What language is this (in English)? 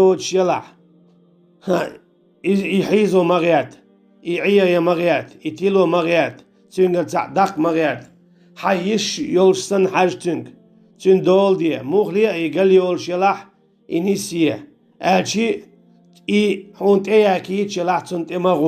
Chechen